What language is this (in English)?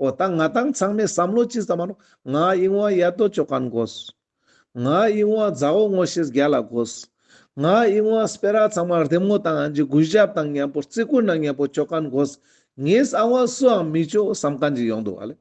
Ladakhi